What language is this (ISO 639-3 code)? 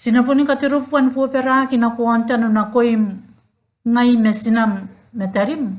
gil